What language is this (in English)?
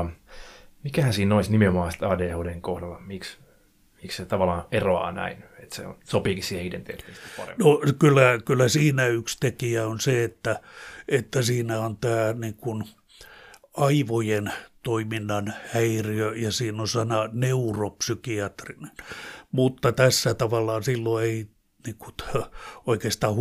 Finnish